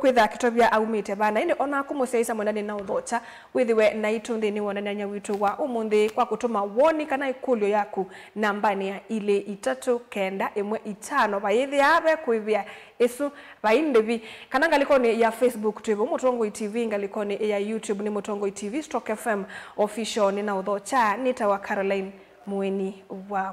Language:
Kamba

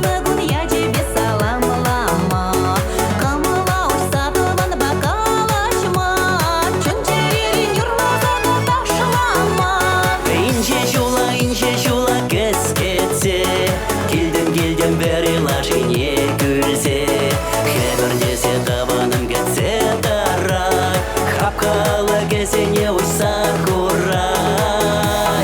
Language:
Chuvash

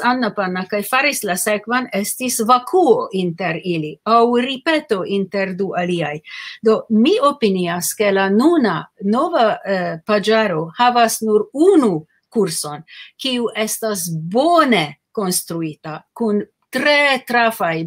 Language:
Esperanto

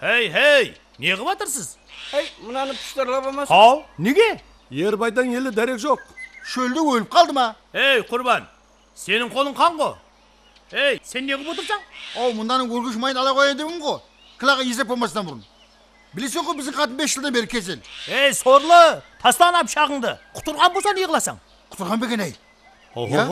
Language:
Kara-Kalpak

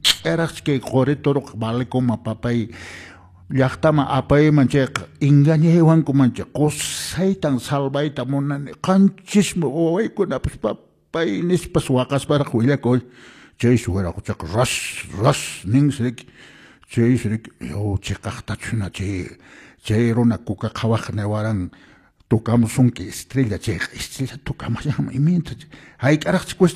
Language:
Quechua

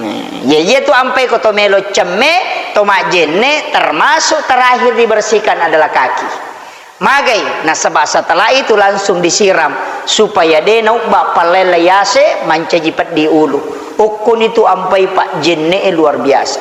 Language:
Buginese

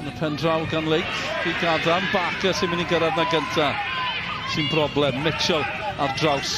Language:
Welsh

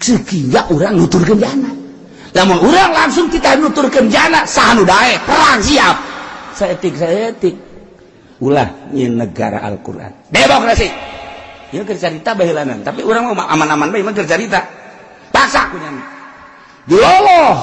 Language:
Sundanese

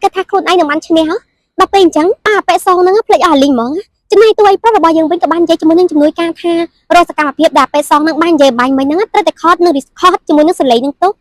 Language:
Khmer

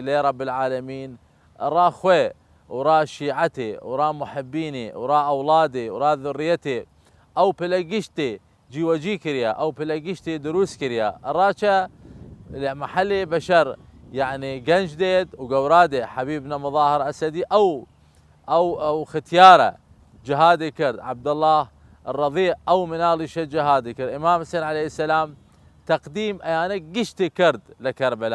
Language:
Southern Kurdish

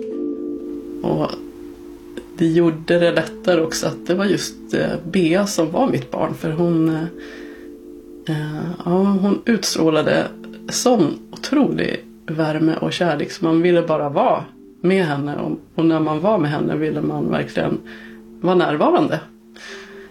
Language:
Swedish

